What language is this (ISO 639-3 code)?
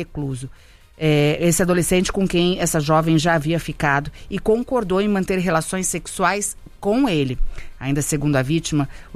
por